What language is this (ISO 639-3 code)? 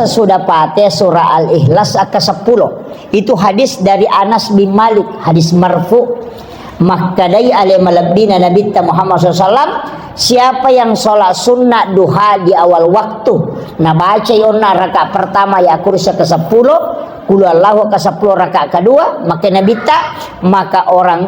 bug